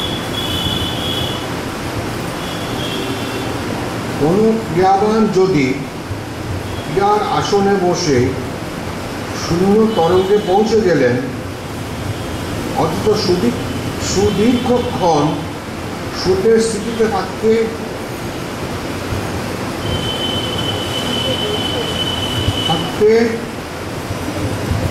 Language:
Bangla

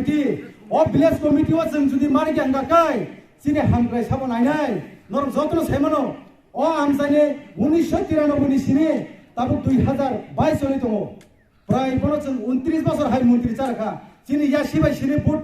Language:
Kok Borok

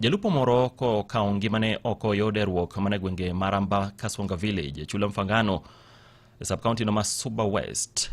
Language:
Luo (Kenya and Tanzania)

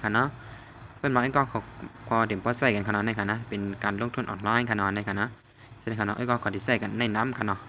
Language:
Shan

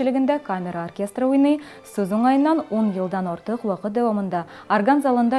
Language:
Tatar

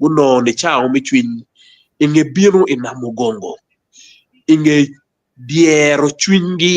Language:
Acoli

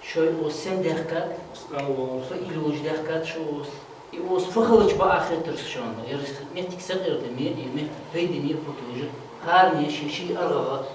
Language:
Ingush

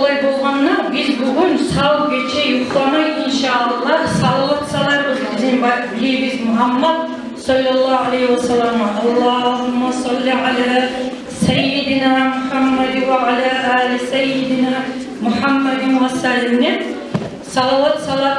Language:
Kumyk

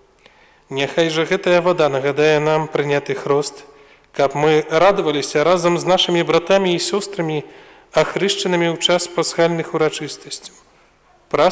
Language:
Belarusian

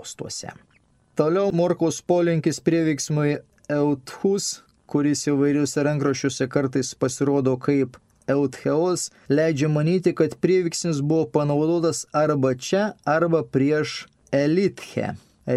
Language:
Lithuanian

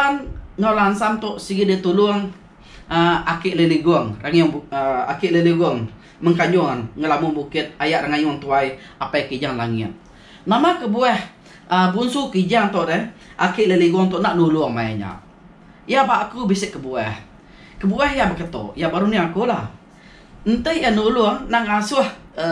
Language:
Iban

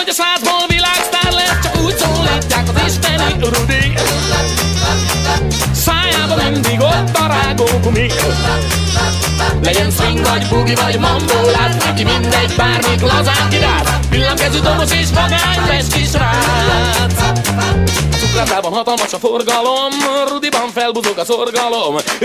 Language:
Hungarian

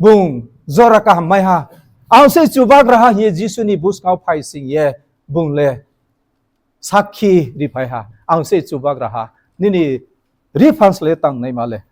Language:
Riang (India)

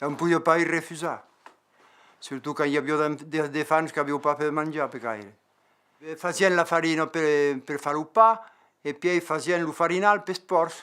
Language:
Occitan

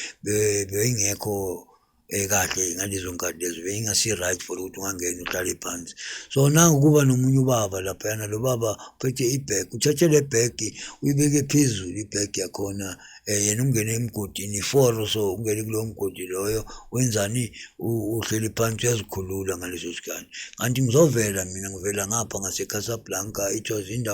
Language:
Zulu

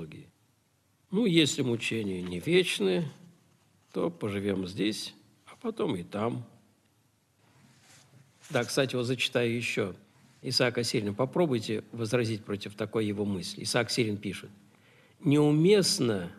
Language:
Russian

